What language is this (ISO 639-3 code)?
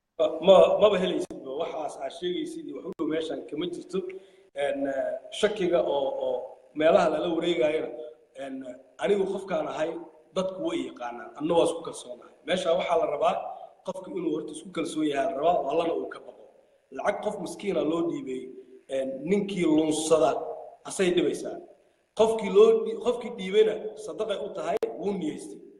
som